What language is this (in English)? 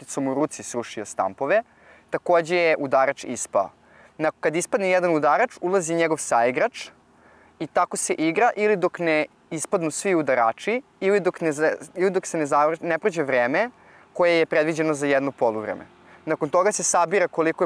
Serbian